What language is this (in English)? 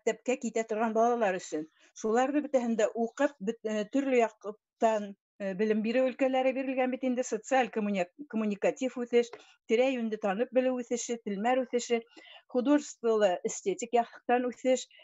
Bashkir